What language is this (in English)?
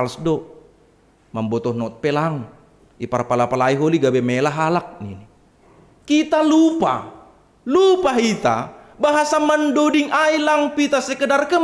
Batak Simalungun